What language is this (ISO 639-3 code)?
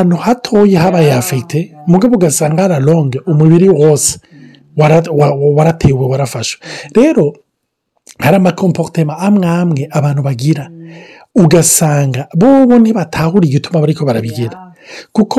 run